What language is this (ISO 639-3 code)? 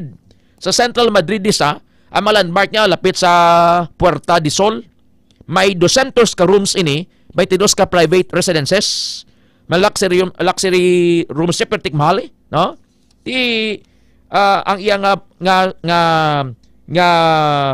hil